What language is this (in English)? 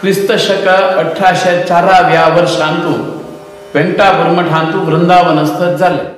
Konkani